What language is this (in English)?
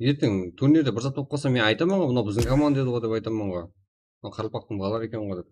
Kara-Kalpak